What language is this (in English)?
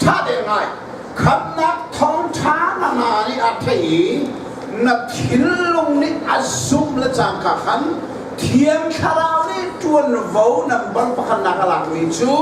Hakha Chin